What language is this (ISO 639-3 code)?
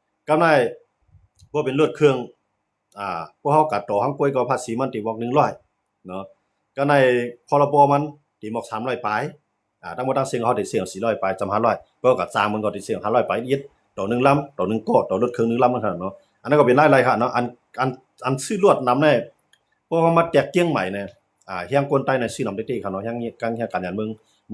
shn